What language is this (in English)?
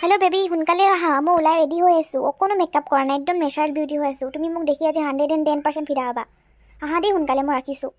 Assamese